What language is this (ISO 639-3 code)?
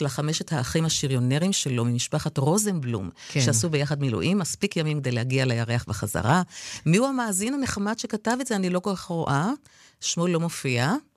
heb